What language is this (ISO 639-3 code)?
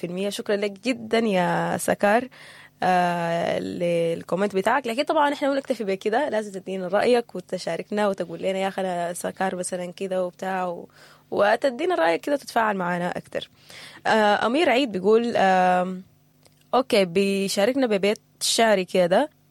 apd